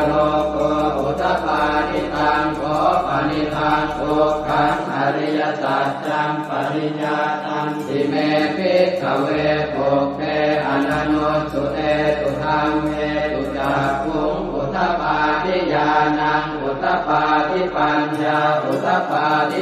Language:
Pali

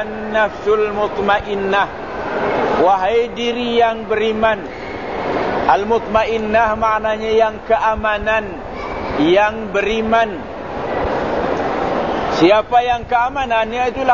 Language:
Malay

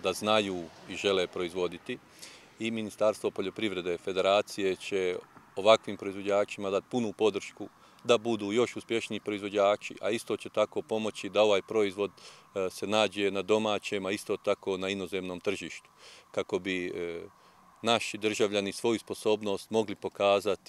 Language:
Croatian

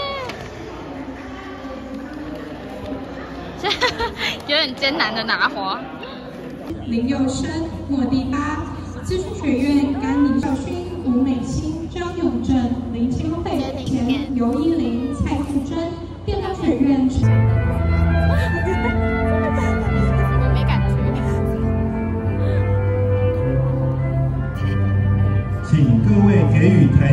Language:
Chinese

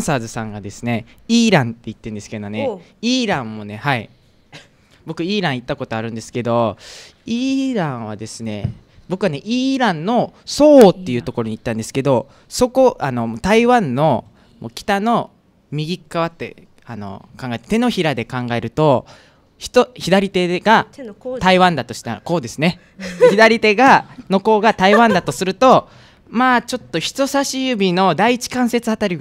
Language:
Japanese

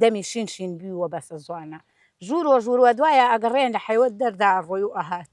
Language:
Central Kurdish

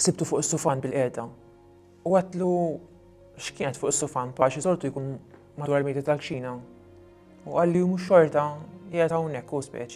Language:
Maltese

